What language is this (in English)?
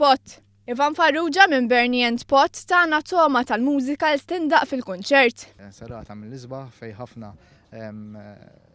Maltese